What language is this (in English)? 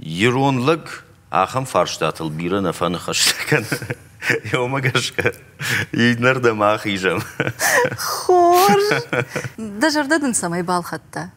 Ossetic